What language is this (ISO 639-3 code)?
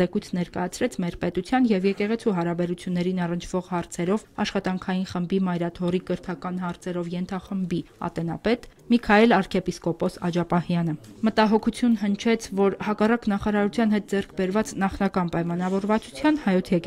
hye